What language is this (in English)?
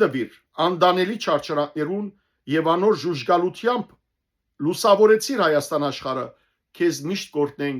Western Armenian